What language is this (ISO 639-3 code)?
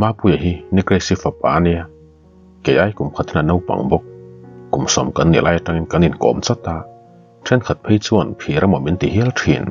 lus